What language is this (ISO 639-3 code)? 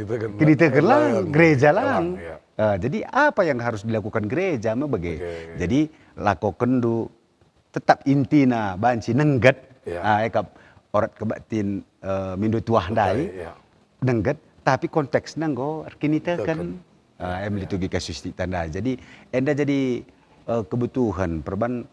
btx